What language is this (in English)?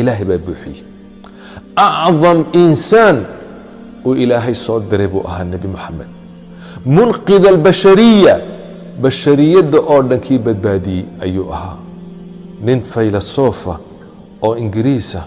Somali